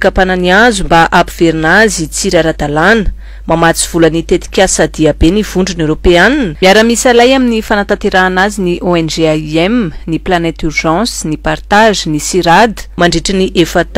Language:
Malagasy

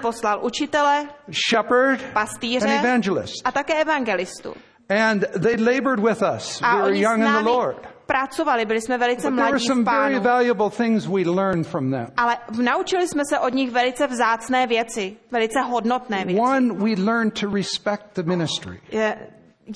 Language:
Czech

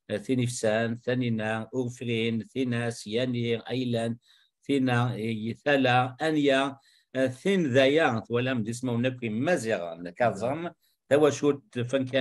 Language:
Kabyle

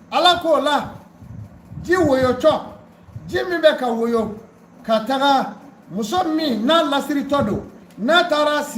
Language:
Bambara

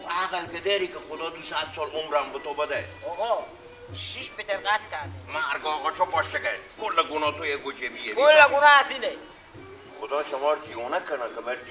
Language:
Persian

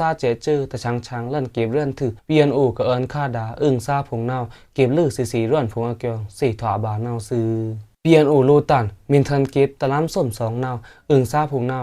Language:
Pa'o Karen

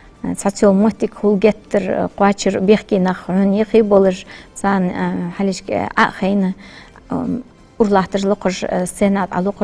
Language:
Ingush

